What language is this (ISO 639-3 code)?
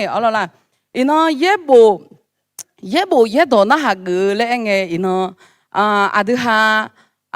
ahk